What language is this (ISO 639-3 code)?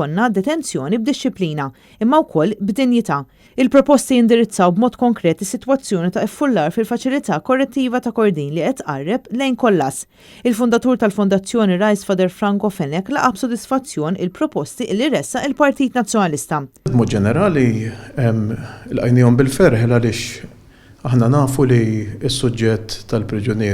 mlt